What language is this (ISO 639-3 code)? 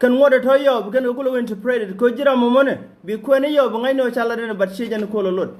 nus